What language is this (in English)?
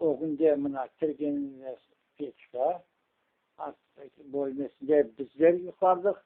Crimean Tatar